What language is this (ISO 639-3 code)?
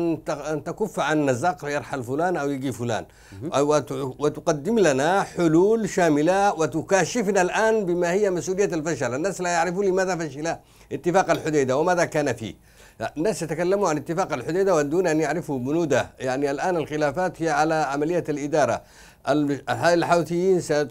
ara